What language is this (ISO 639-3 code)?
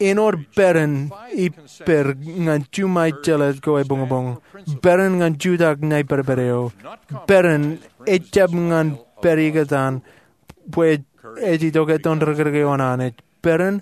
mah